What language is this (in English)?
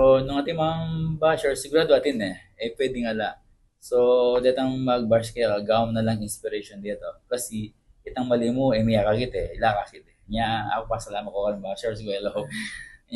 Pampanga